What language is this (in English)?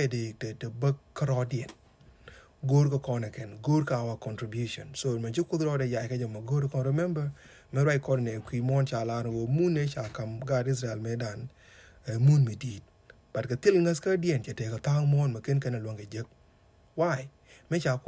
Nuer